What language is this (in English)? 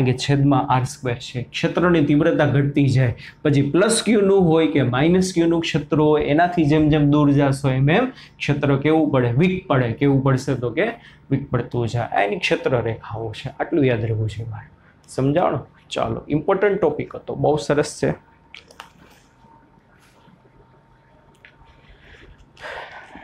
Gujarati